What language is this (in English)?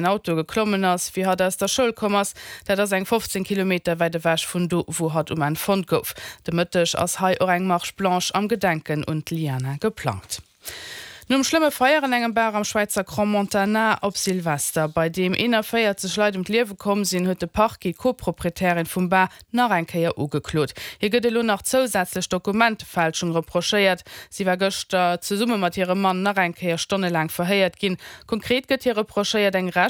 Luxembourgish